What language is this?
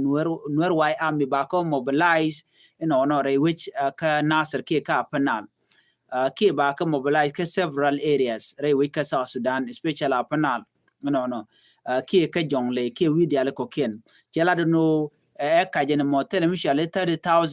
Nuer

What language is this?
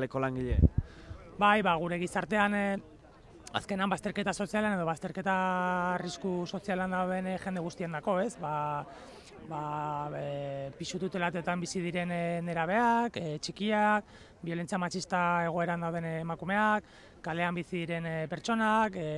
Basque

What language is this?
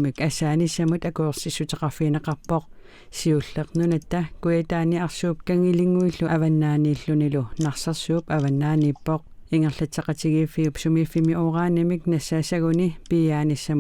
Kalaallisut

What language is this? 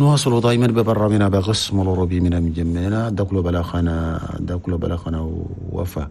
Chadian Arabic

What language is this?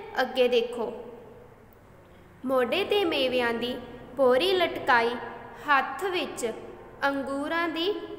Punjabi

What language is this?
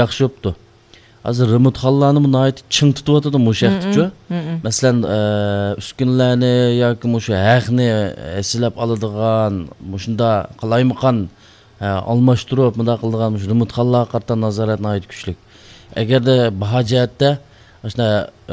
Uyghur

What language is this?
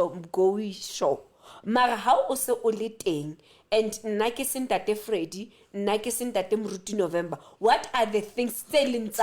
Southern Sotho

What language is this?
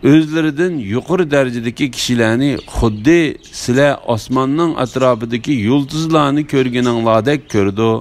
Uyghur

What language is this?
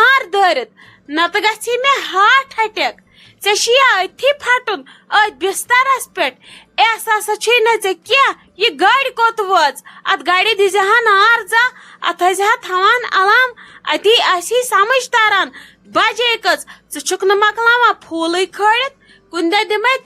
Kashmiri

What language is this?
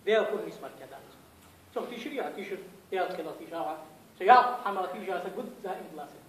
Ingush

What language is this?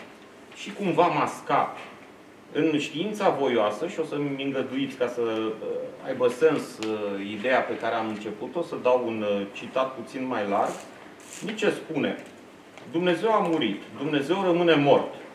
Romanian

